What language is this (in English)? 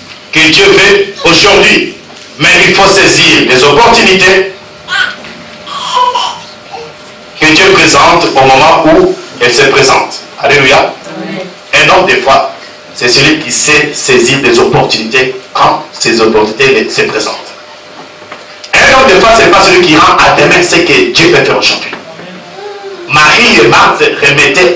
French